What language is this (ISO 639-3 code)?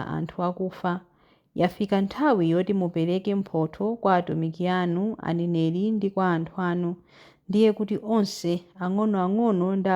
nya